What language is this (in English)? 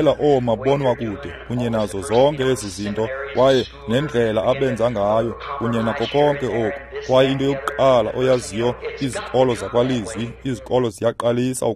Xhosa